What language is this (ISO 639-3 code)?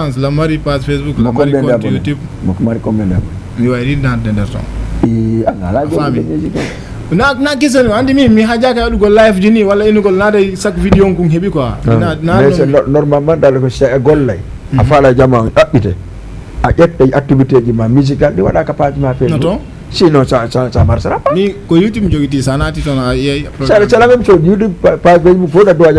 ful